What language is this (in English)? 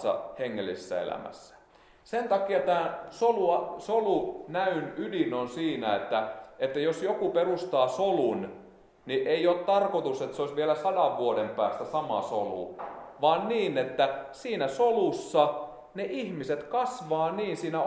Finnish